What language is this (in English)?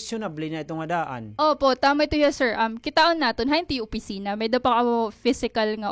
Waray